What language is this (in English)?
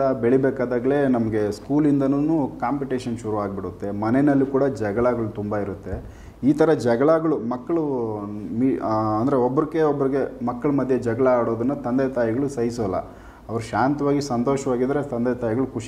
Kannada